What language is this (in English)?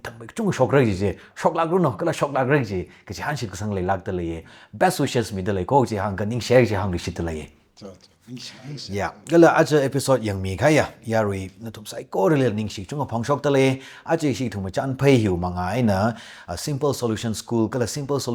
Tangkhul Naga (India)